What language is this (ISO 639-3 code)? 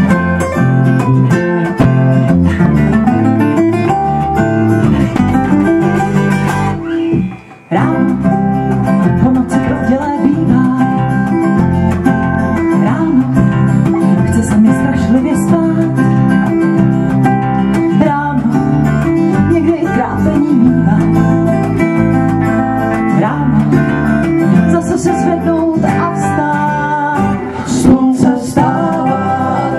ces